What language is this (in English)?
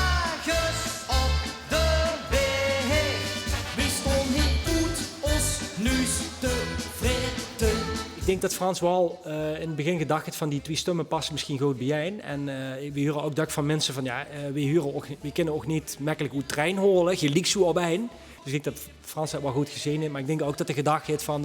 Limburgish